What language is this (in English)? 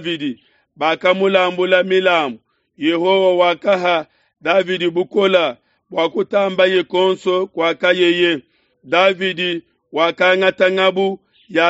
Luba-Lulua